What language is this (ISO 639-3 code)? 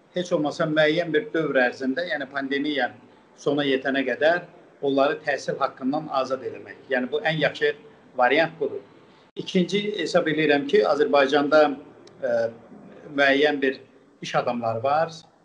azb